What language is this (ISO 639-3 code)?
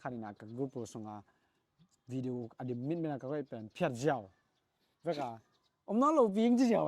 ctd